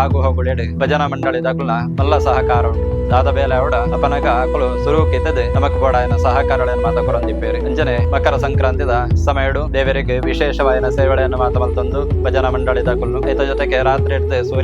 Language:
Tulu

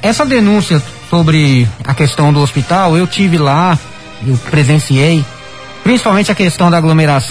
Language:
Portuguese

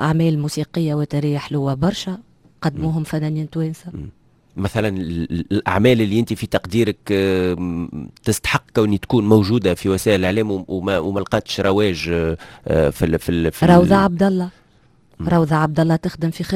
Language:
Tunisian Arabic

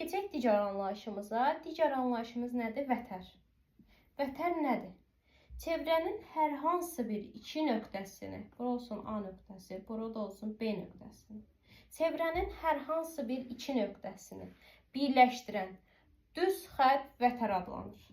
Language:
Azerbaijani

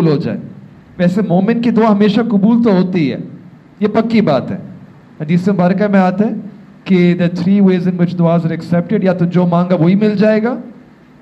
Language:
Urdu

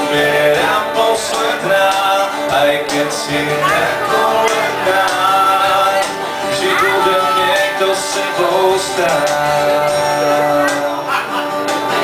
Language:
Slovak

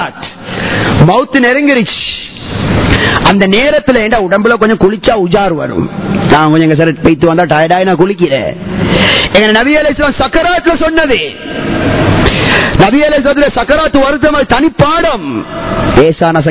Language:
Tamil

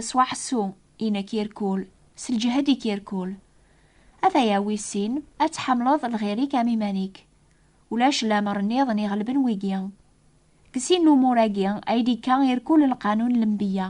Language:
Kabyle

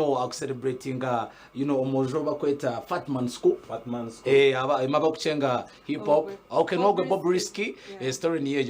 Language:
Nyankole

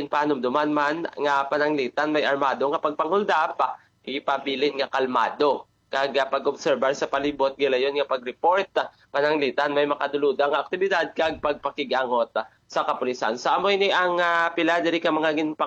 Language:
Hiligaynon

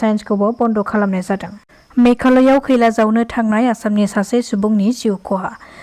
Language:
Bodo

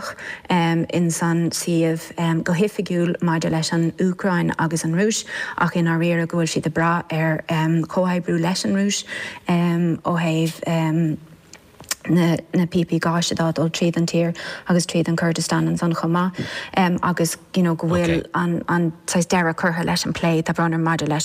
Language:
Irish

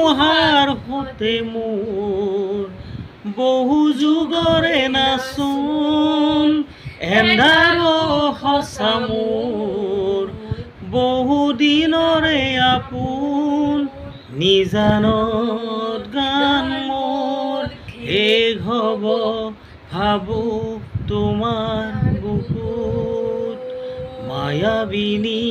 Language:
Assamese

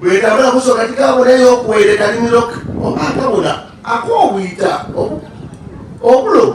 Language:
Soga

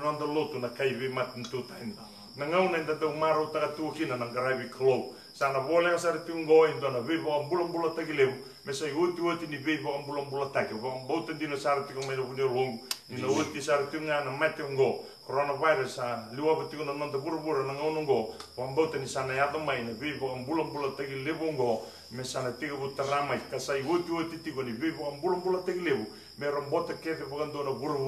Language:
Fijian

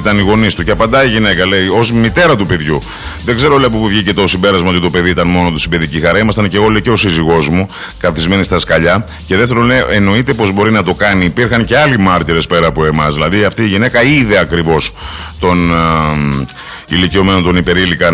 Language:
Greek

